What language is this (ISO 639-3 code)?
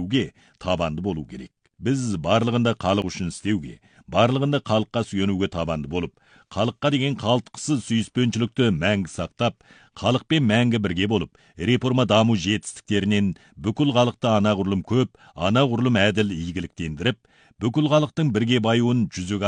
kaz